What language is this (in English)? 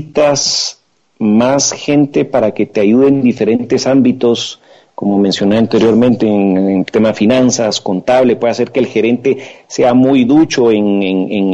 Spanish